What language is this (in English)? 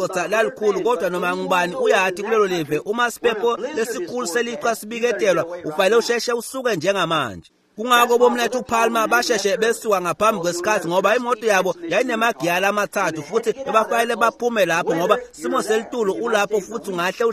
Swati